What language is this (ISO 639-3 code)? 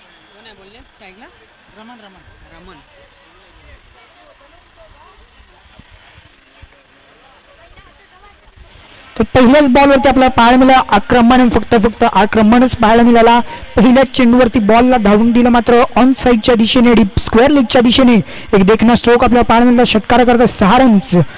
mar